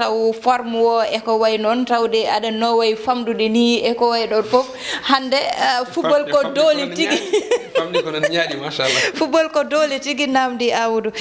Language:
Fula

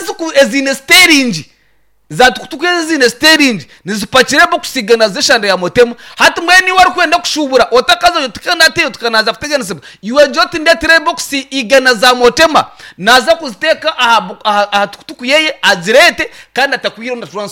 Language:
Nyankole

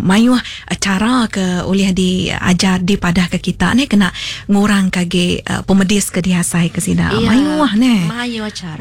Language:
Iban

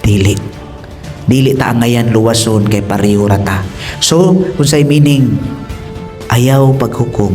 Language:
Cebuano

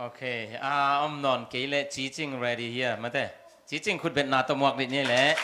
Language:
Tedim Chin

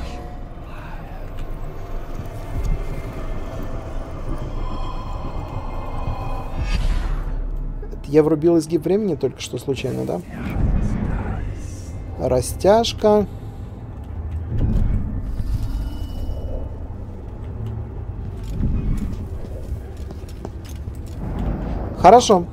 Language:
Russian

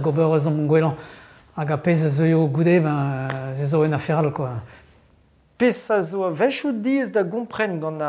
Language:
Breton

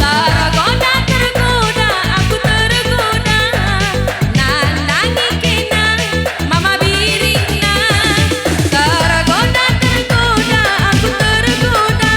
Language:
Batak Karo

